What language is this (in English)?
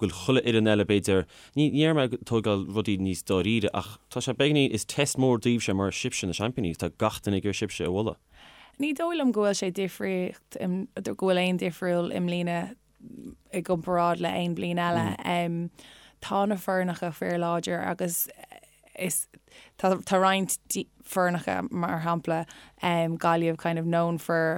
Irish